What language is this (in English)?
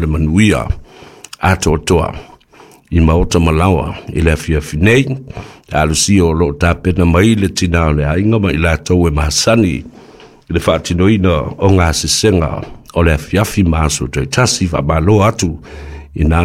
Samoan